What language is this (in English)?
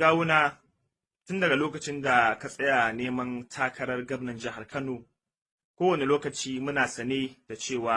Hausa